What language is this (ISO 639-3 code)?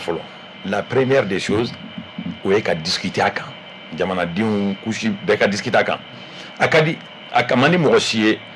bam